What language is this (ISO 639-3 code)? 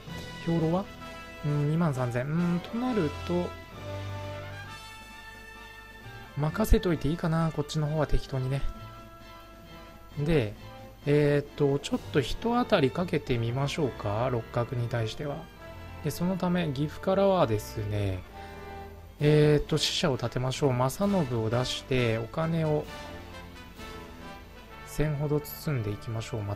jpn